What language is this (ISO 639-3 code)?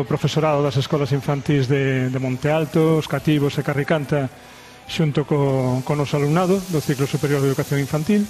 glg